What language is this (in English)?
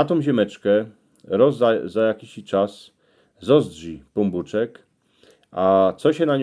Silesian